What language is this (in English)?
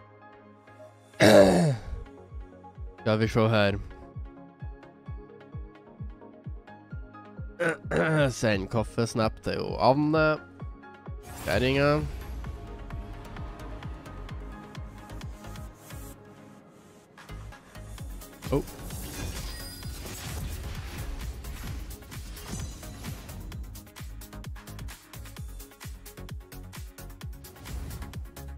Norwegian